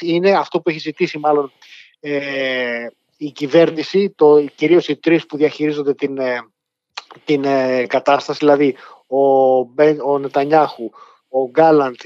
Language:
Greek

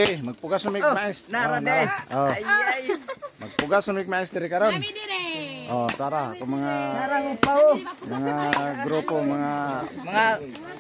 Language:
Cebuano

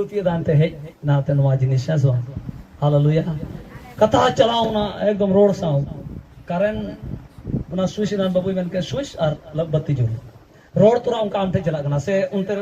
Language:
Santali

